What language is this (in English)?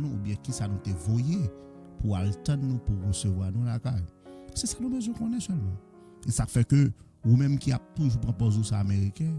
Haitian Creole